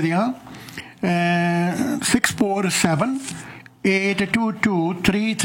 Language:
Punjabi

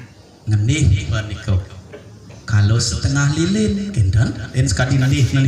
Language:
Balinese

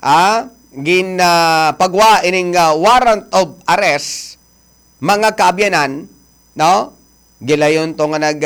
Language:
Hiligaynon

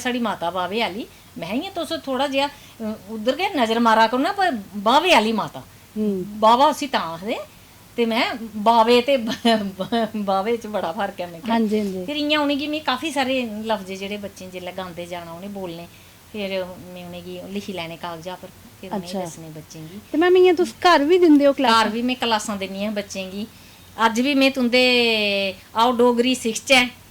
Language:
Dogri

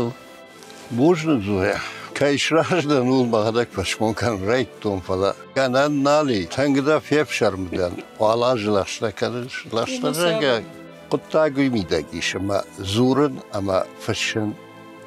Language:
Ossetic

